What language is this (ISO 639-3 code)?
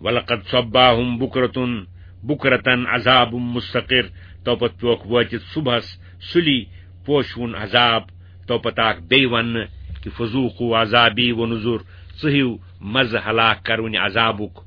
kas